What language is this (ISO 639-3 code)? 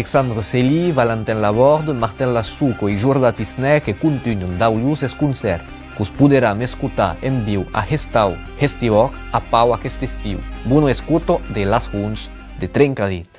oci